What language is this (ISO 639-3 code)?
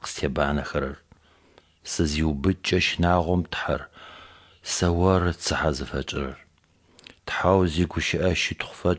kbd